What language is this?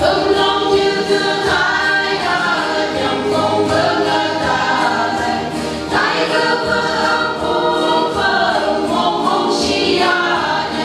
Phom Naga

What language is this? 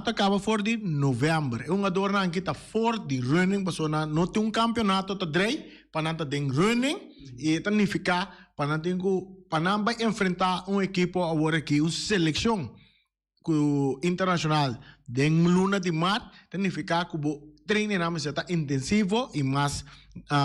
Papiamento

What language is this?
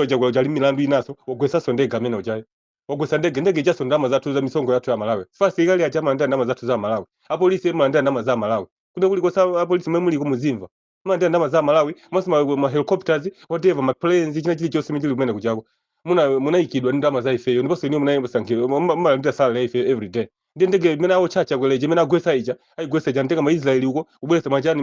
Nyanja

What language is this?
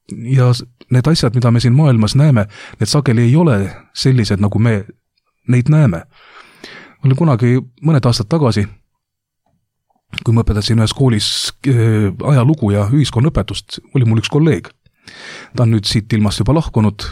Estonian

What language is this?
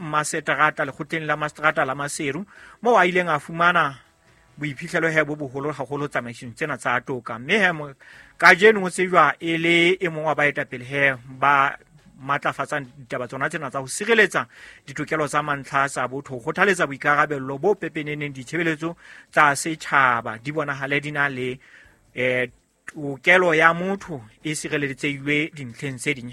Southern Sotho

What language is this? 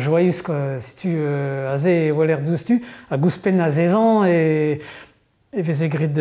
Breton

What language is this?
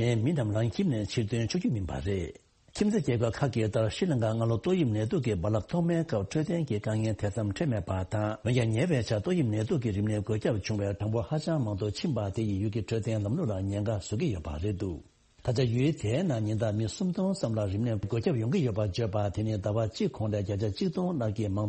Tibetan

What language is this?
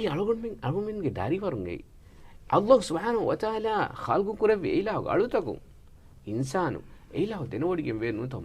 Divehi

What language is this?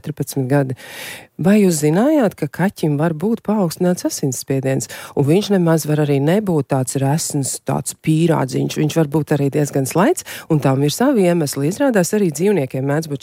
Latvian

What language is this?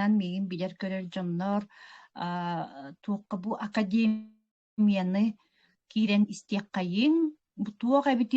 Yakut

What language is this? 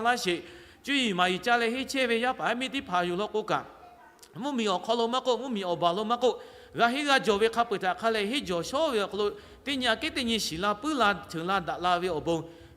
Lahu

